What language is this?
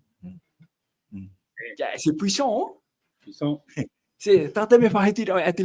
Tahitian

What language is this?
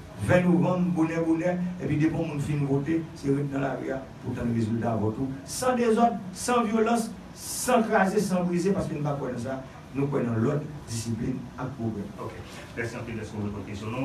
Haitian Creole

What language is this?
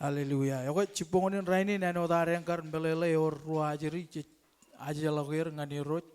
Marshallese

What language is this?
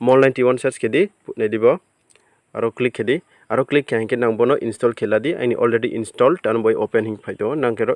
Riang (India)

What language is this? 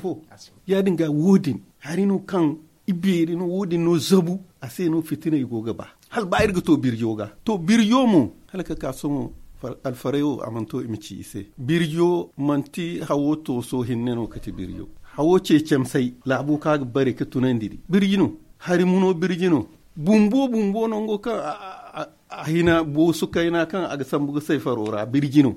Zarma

